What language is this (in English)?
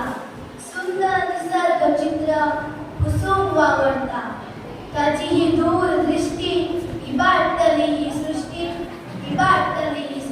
Konkani